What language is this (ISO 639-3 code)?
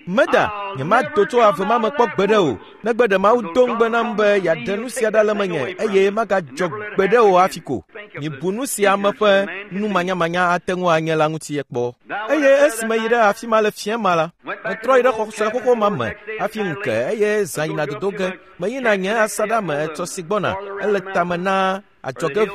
ewe